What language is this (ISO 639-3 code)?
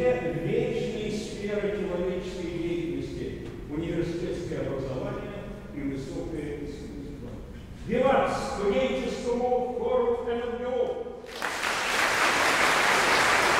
rus